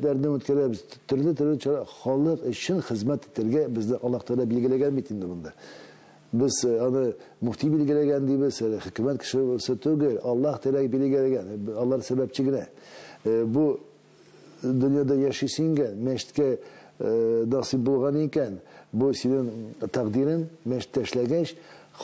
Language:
Tatar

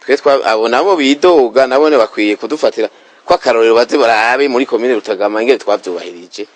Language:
Rundi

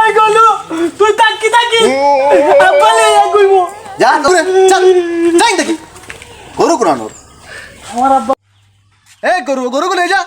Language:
Sylheti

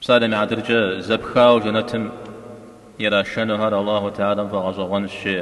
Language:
Kabardian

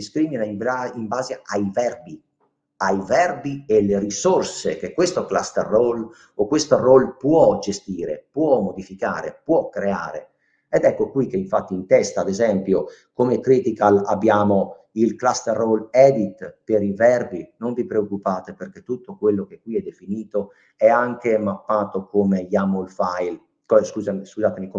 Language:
Italian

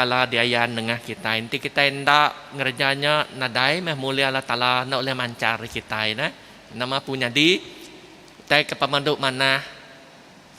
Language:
Iban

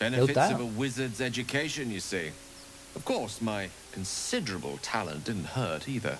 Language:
Asturian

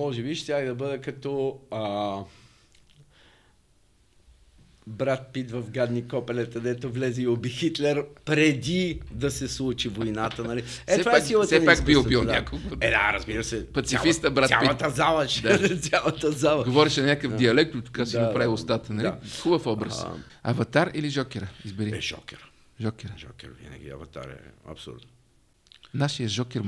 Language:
Bulgarian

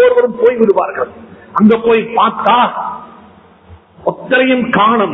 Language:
Tamil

